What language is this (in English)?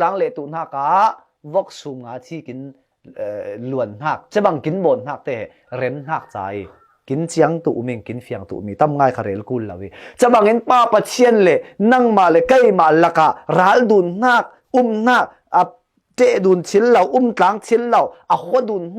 Falam Chin